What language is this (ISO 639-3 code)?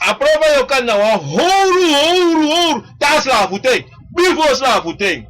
srn